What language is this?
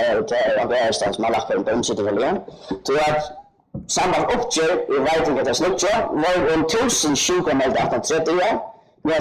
Faroese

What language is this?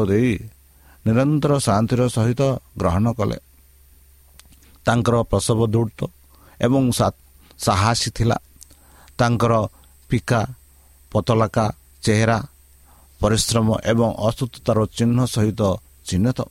Odia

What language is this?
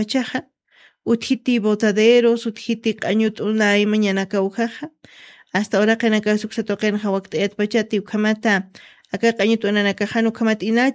Aymara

